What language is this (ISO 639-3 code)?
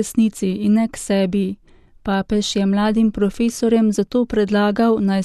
slv